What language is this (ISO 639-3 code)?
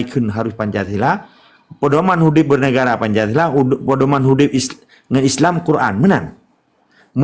ace